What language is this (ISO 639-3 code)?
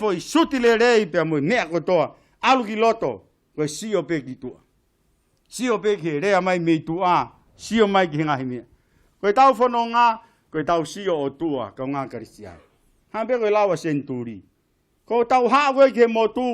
ton